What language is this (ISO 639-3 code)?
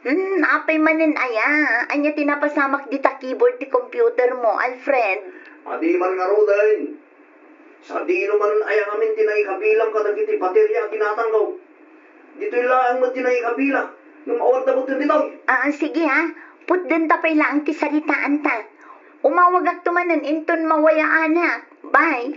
ilo